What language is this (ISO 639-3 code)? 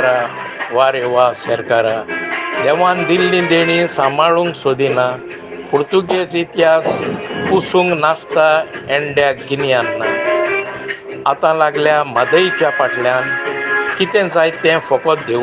kok